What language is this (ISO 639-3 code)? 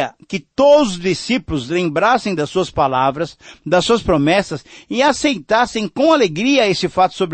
por